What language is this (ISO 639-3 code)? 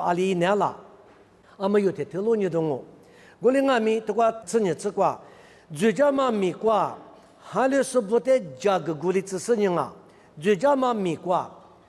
lis